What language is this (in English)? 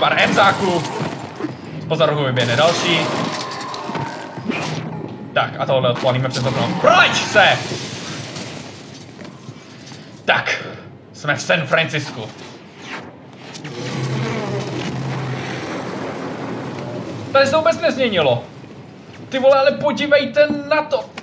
Czech